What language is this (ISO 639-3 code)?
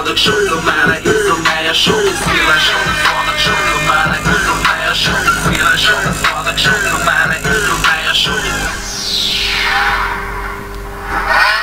bul